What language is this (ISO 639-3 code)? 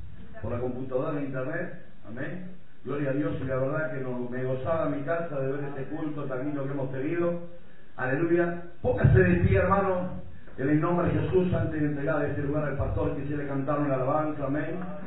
spa